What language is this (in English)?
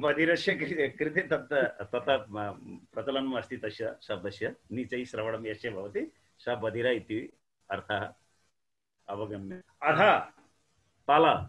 Sanskrit